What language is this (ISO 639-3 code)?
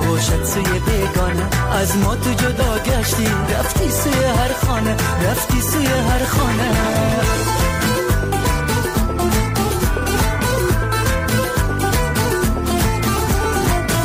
fas